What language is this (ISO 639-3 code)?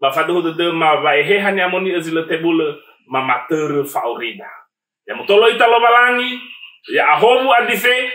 nia